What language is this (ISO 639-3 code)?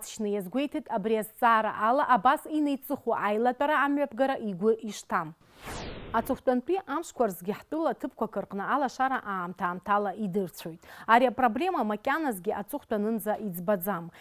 abk